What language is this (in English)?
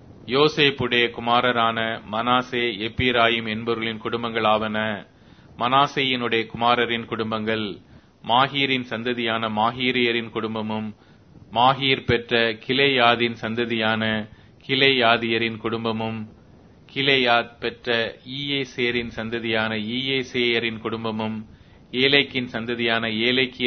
Tamil